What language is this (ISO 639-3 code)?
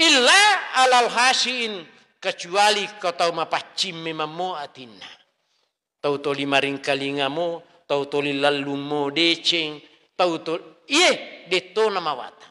bug